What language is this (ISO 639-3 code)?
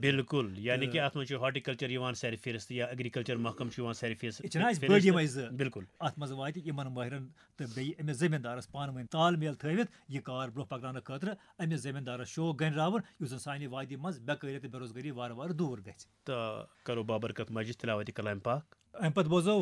kas